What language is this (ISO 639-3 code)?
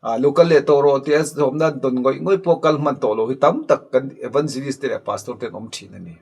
lus